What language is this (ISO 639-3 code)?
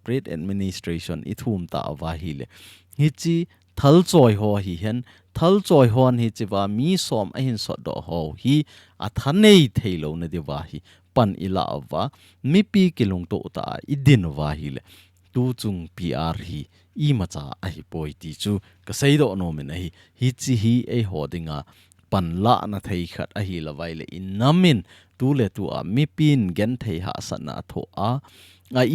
tcz